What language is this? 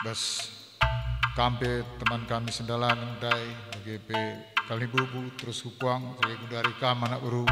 Batak Karo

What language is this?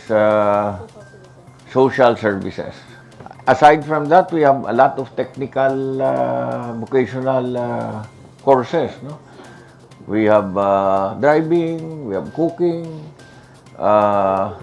Hiligaynon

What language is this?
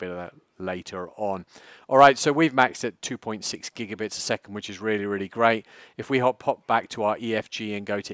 English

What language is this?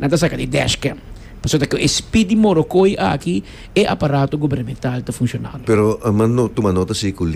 Papiamento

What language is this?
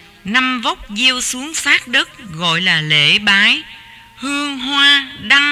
Vietnamese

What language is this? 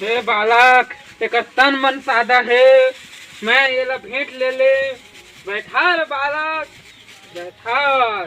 Chhattisgarhi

